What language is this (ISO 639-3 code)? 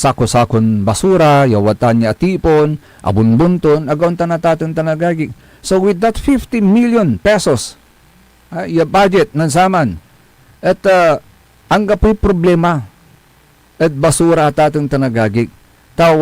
pag